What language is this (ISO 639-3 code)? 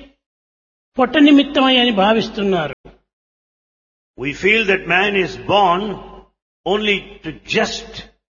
tel